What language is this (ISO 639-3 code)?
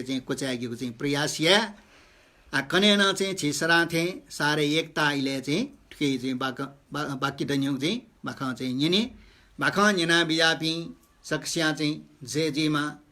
new